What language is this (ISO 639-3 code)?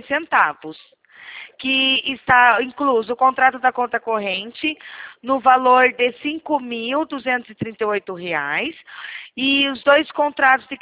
por